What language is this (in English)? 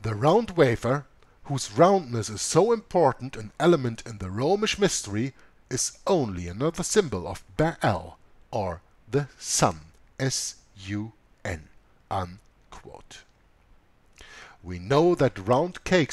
English